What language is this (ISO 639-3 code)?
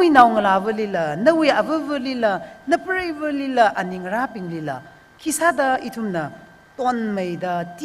nmf